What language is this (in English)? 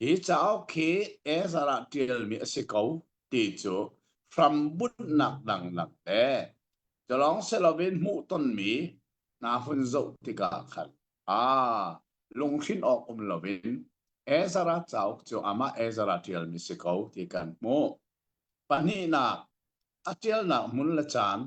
Hakha Chin